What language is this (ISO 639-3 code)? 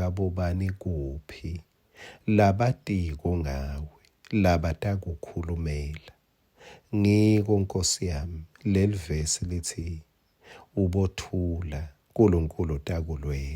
ssw